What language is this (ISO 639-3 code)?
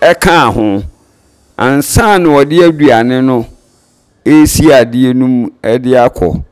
aka